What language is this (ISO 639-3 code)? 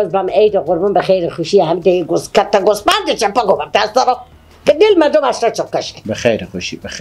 fas